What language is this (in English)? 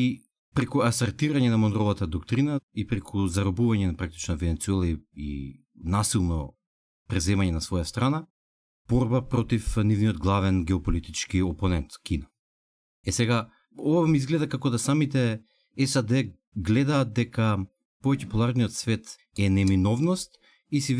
Macedonian